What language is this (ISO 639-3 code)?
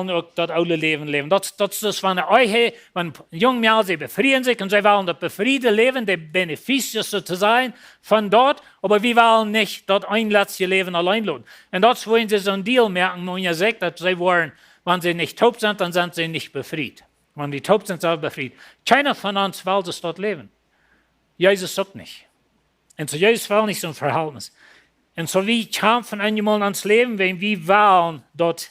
pdt